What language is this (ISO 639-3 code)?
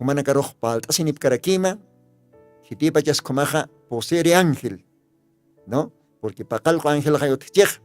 aym